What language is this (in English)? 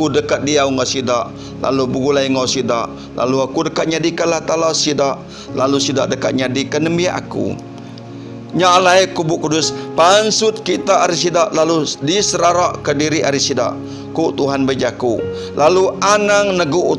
Iban